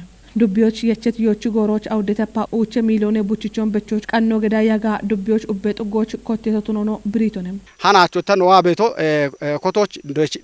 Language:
Kafa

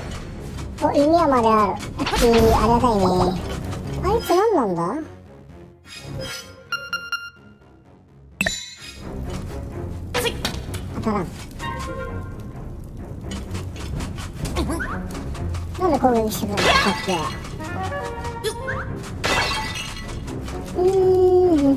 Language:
Japanese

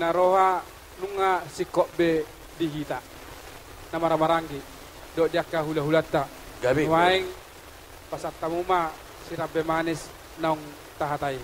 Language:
Batak Toba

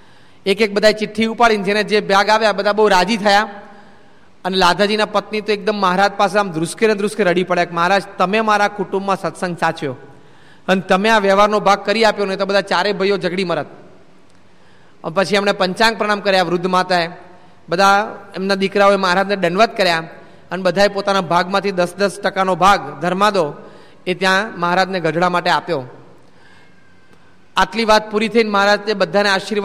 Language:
Gujarati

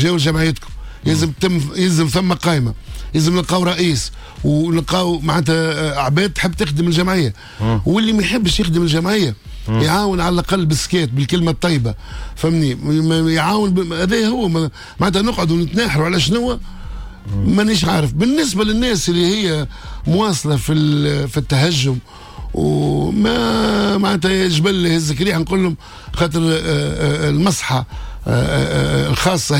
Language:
Tunisian Arabic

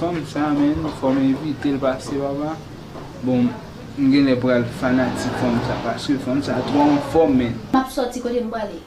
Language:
Haitian Creole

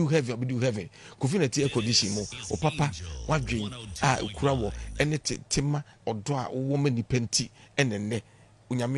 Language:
Akan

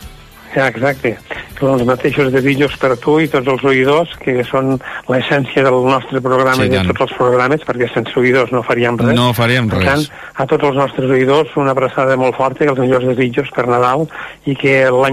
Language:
Catalan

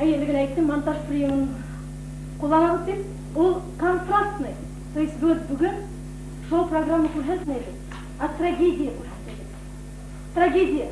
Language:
Bashkir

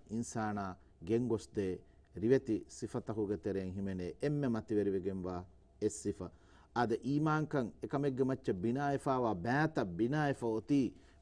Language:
Divehi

